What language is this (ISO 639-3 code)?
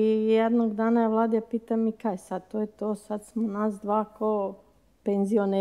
hrv